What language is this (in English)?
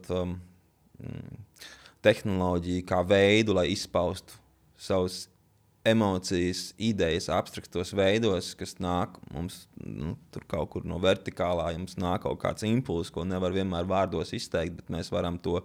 Latvian